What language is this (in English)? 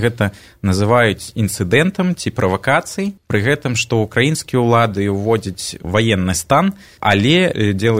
Belarusian